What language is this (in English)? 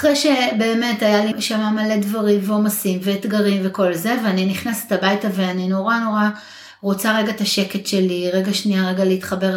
Hebrew